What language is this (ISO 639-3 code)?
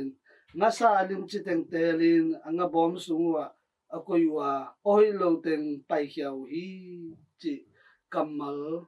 ctd